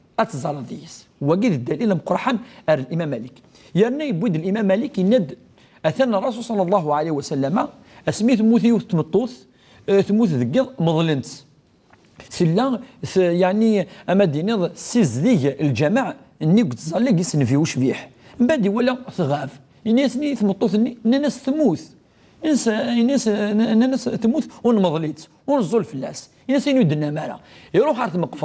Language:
Kabyle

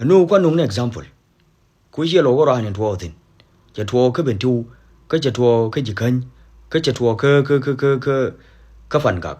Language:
Nuer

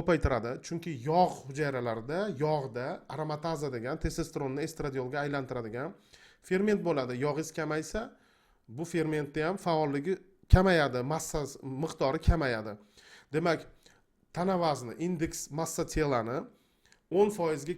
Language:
Uzbek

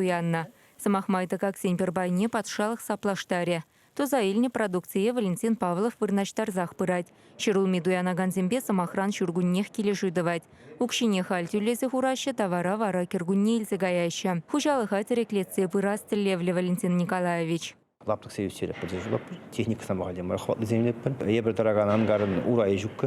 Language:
Chuvash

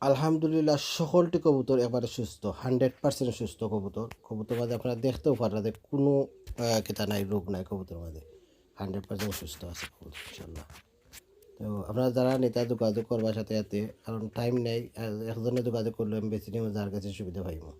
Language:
Sylheti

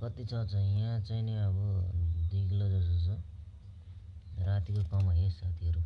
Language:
Nepali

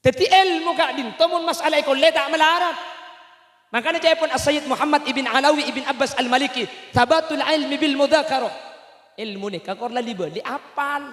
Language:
Madurese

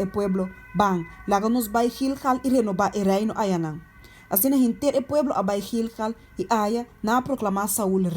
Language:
Papiamento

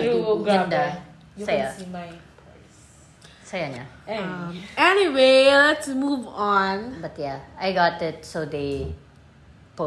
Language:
Filipino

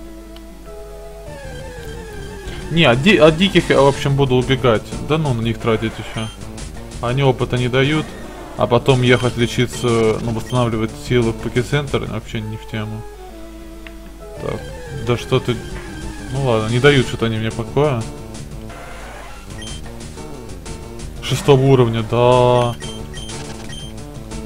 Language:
Russian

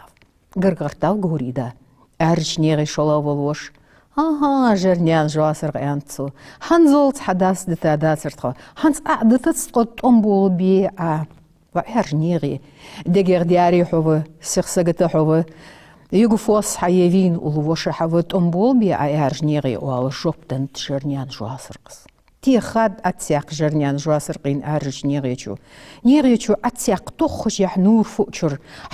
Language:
Ingush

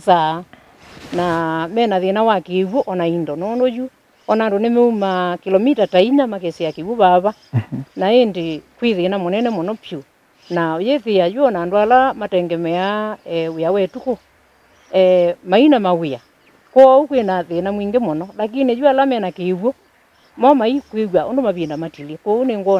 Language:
Kamba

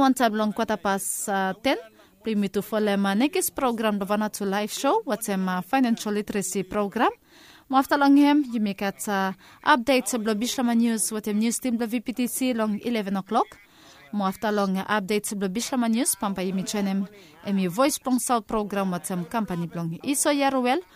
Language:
Bislama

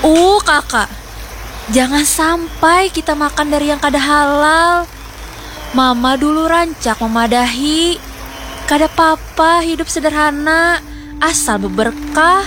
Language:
Banjar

